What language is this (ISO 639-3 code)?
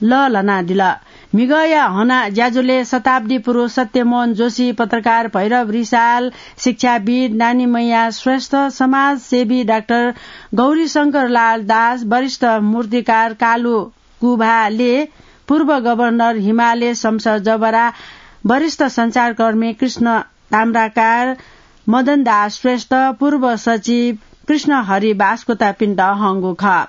new